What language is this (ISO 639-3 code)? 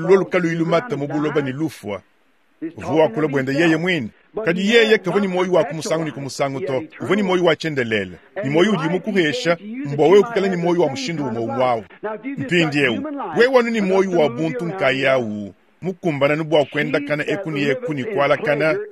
lua